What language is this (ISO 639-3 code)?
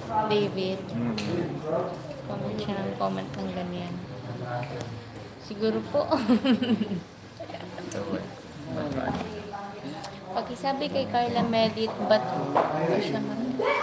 fil